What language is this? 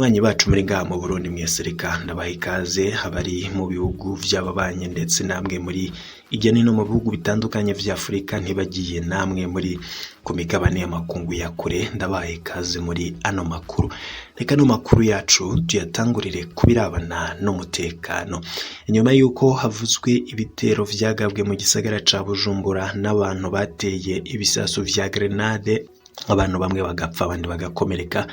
Rundi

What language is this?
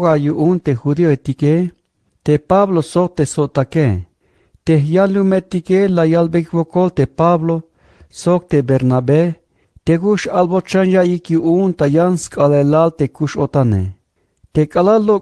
Tzeltal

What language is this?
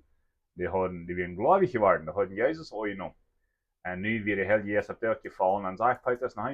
Plautdietsch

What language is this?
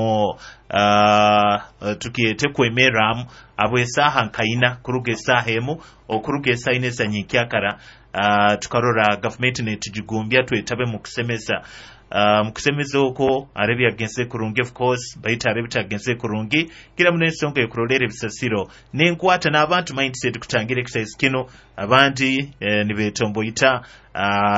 Nyoro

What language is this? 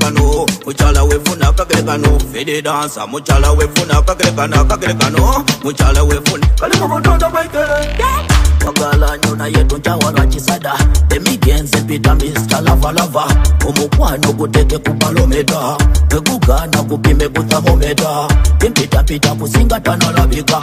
Soga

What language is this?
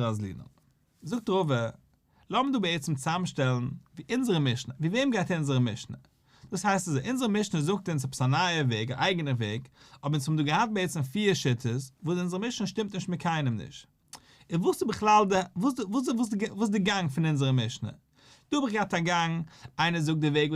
Yiddish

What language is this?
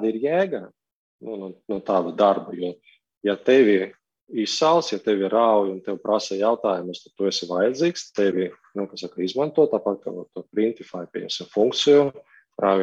Latvian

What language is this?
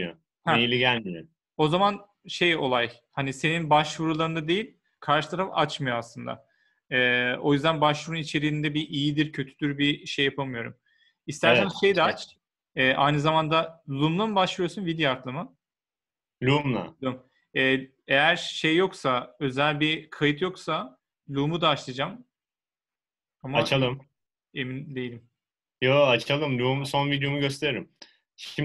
Turkish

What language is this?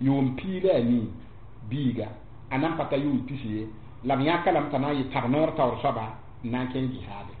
Mossi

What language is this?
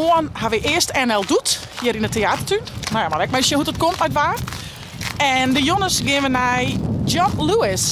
Western Frisian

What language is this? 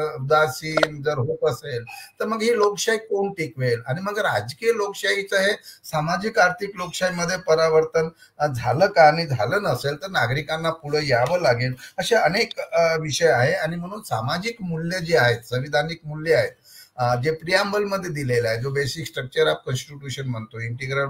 Marathi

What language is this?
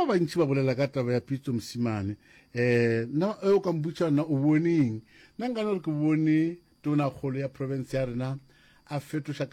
Northern Sotho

